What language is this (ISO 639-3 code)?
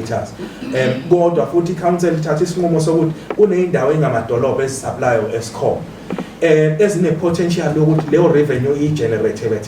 zul